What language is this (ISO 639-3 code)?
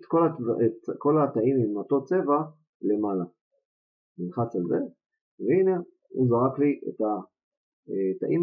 heb